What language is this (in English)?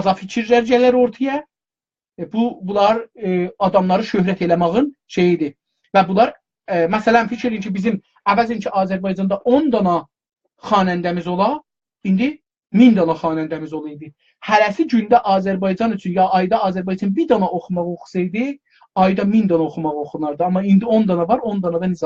South Azerbaijani